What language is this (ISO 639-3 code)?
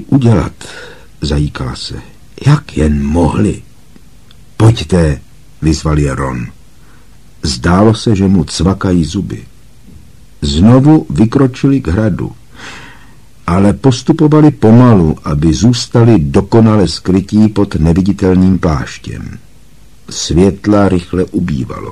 ces